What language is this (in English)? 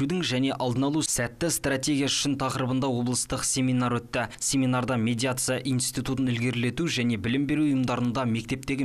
Kazakh